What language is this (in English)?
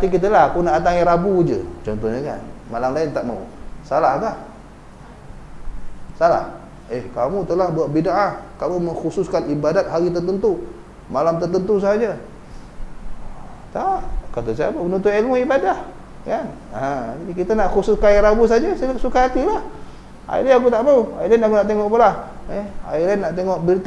Malay